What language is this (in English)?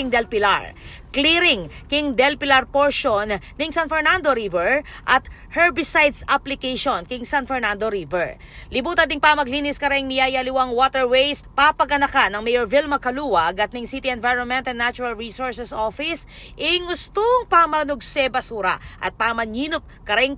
Pampanga